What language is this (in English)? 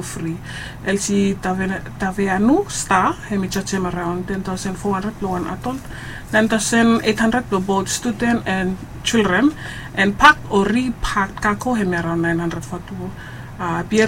Bislama